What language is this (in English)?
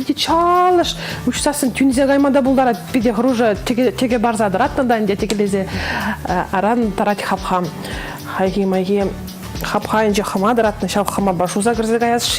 Chuvash